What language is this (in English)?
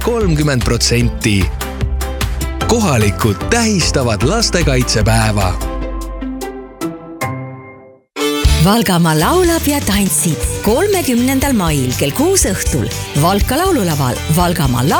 Estonian